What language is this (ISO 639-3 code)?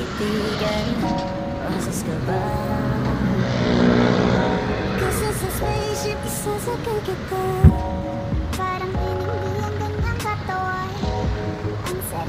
fil